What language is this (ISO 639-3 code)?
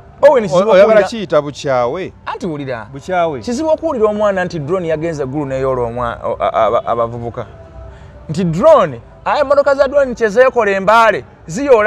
lug